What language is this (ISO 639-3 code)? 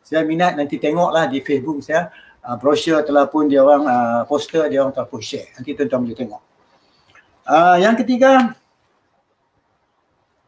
msa